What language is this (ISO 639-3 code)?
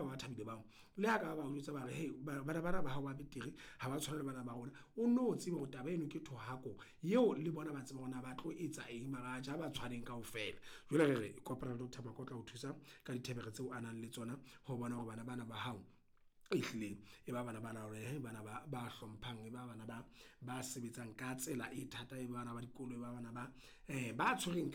sot